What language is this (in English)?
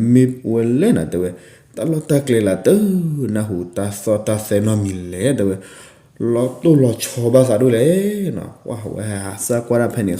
S'gaw Karen